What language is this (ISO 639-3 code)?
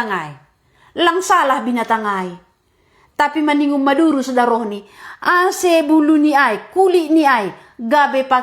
bts